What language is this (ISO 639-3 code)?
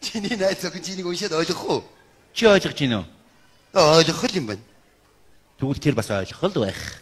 mon